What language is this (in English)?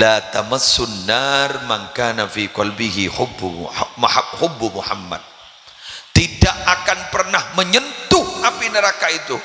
Madurese